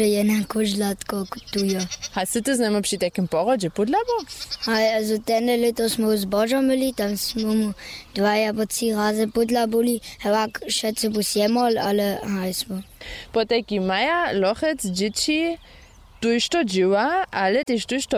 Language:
Upper Sorbian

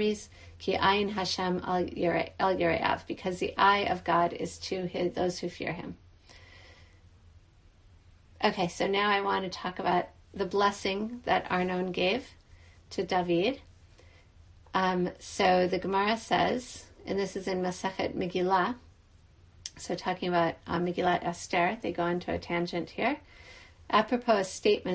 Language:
English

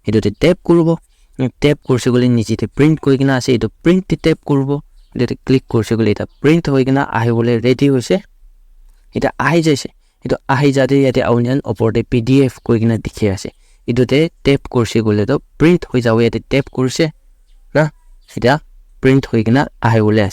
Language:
Naga Pidgin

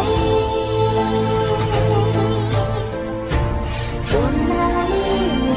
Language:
Japanese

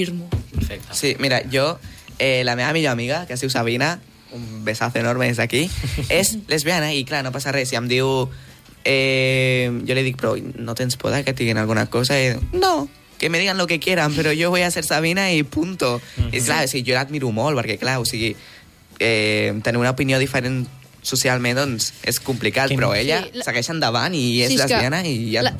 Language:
Catalan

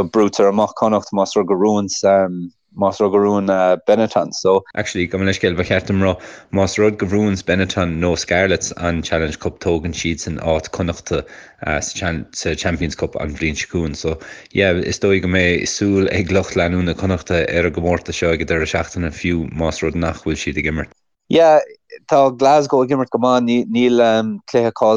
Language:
Irish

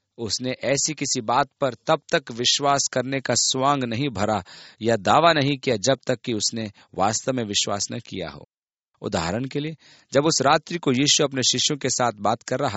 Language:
Hindi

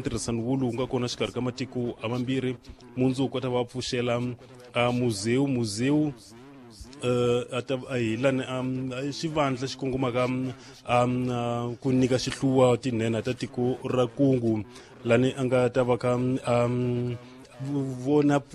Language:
Tsonga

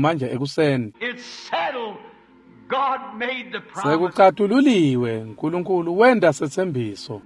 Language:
Swati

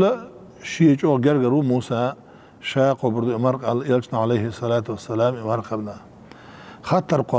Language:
Chechen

